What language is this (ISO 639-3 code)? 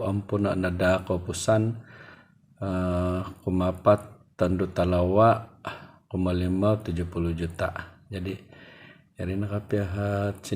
dtp